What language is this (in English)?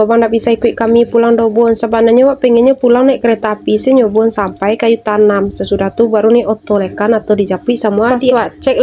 Minangkabau